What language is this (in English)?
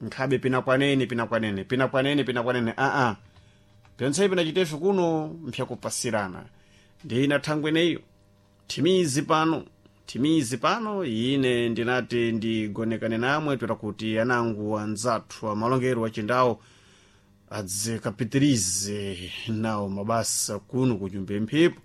Sena